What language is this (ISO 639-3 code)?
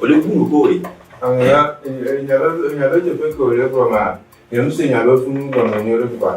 ewe